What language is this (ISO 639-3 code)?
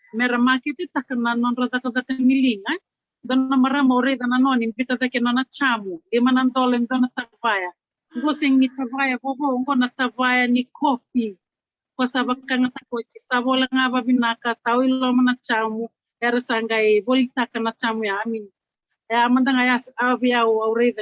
fij